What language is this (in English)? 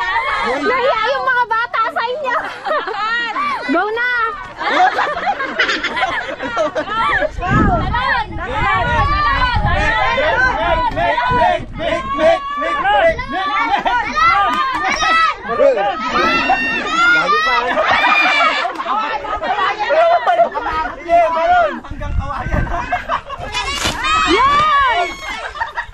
Filipino